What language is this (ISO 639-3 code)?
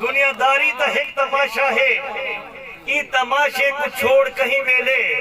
skr